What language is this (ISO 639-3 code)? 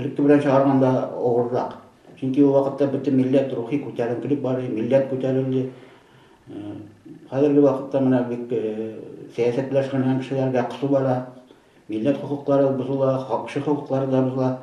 tat